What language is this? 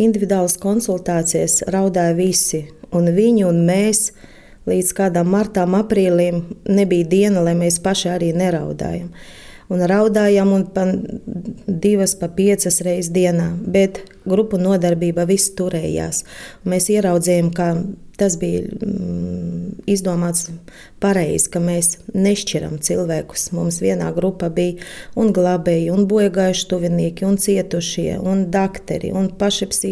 Latvian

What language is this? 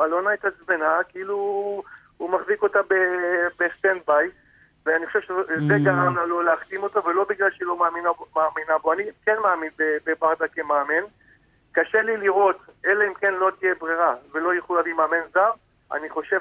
Hebrew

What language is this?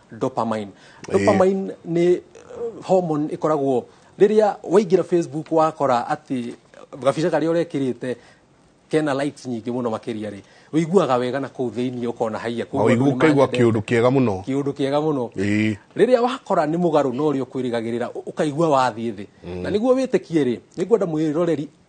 Kikuyu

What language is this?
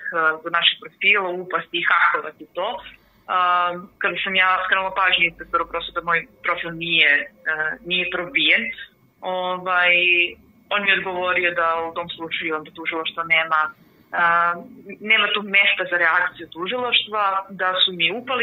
Serbian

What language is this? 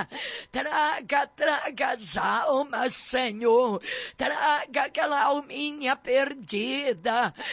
Portuguese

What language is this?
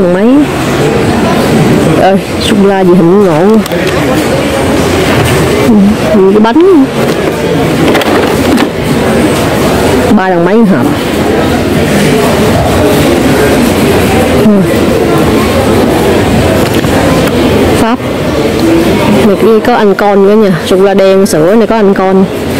Vietnamese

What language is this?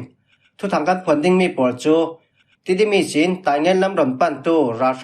Falam Chin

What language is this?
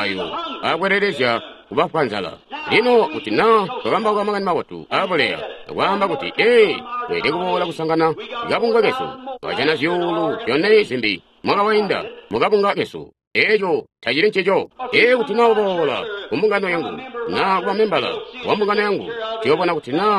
Tonga (Zambia)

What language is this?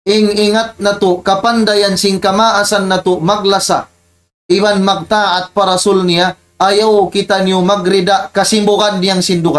Tausug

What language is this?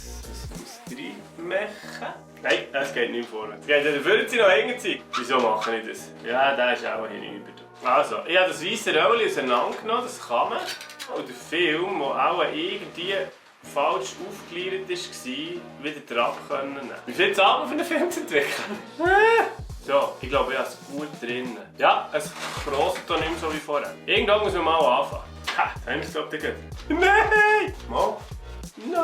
Swiss German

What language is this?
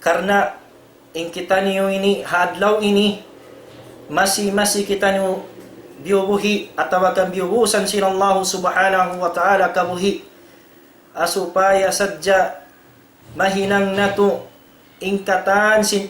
Tausug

